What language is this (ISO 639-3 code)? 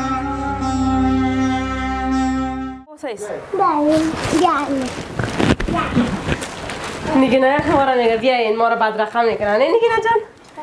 fas